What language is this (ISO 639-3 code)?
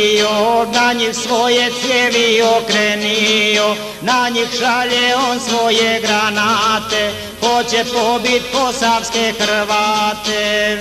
hrv